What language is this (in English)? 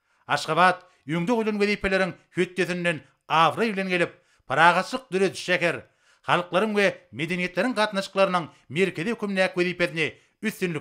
Turkmen